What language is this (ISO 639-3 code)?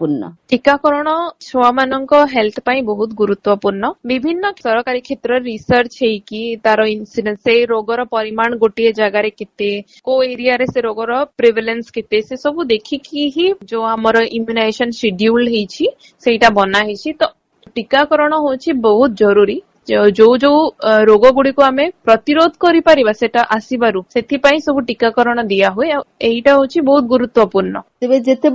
ori